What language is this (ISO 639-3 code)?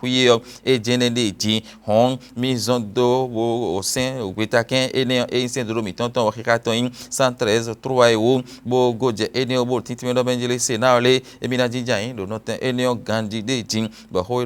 fon